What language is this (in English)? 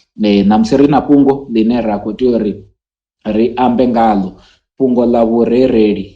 Venda